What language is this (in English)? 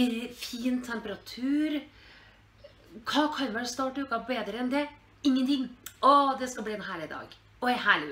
Norwegian